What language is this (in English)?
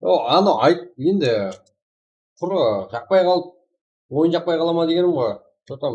Kara-Kalpak